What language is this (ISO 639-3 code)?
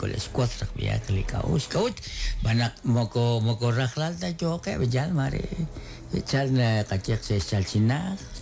kek